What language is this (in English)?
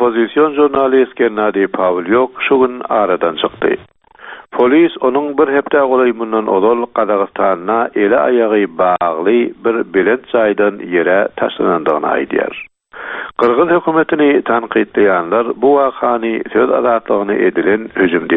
Turkmen